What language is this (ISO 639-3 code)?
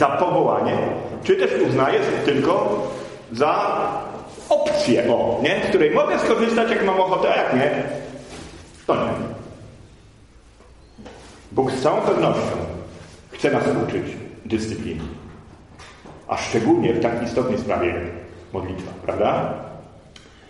pol